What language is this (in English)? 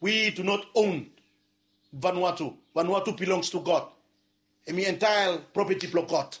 Bislama